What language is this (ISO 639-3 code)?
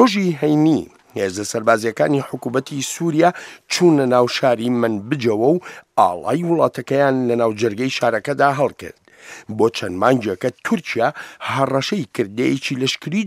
ckb